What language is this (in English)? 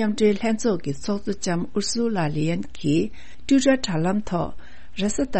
Tibetan